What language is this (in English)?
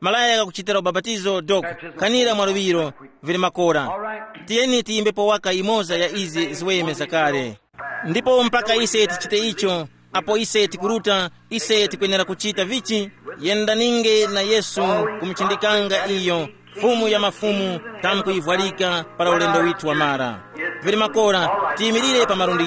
Tumbuka